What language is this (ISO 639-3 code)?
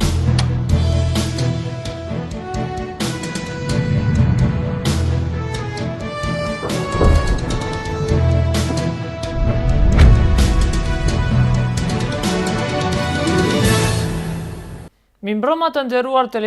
sqi